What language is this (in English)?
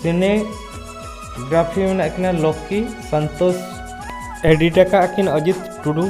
Santali